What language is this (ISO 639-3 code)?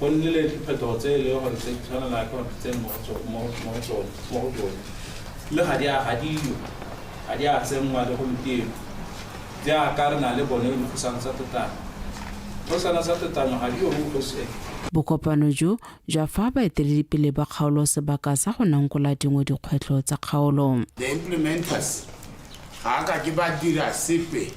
tsn